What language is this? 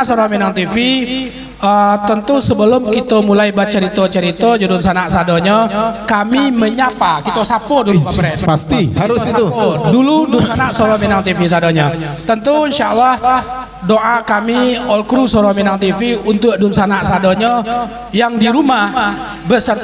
Minangkabau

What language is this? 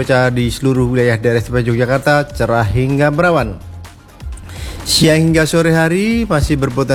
Indonesian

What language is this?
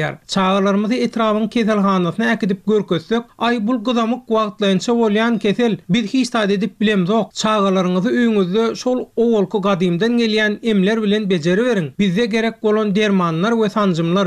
Turkmen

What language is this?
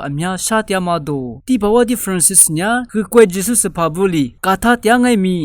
Lisu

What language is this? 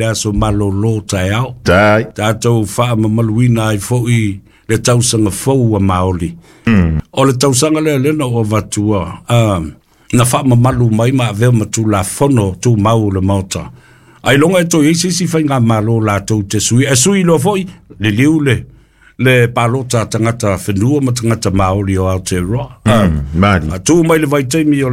Samoan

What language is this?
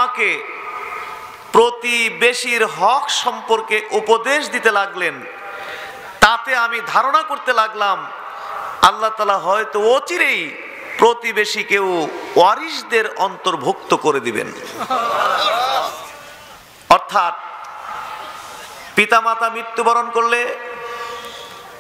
Bangla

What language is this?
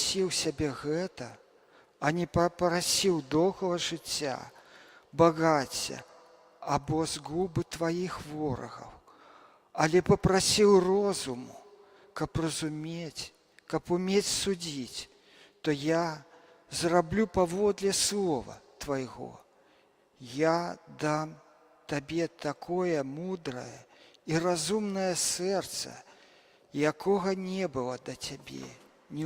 Belarusian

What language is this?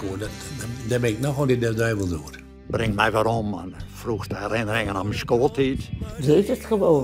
Western Frisian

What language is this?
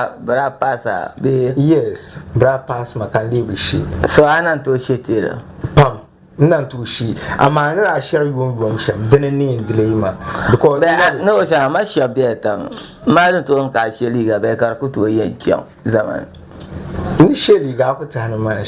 Dagbani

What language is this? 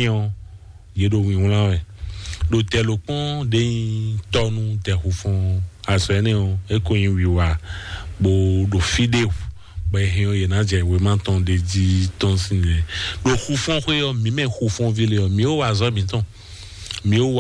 Fon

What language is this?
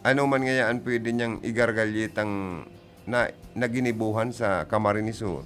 Bikol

